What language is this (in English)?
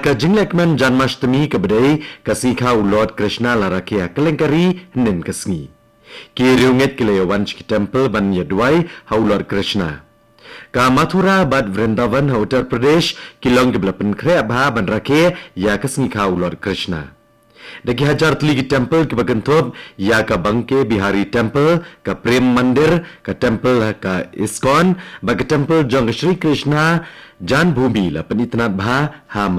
Khasi